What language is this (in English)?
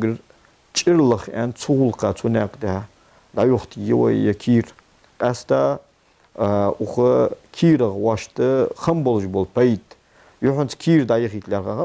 Ingush